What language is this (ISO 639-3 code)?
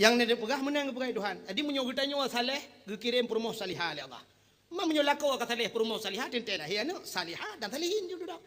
ace